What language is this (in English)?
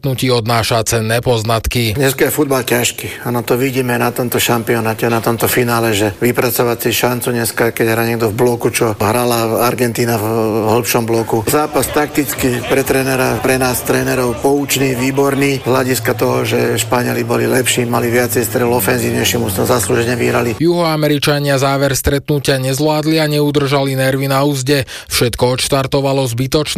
Slovak